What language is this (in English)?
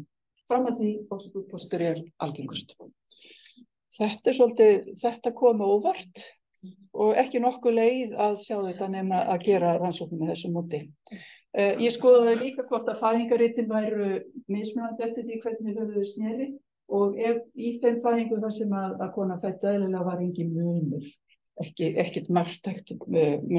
Icelandic